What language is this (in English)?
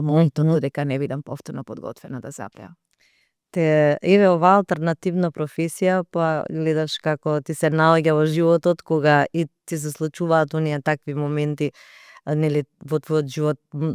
Macedonian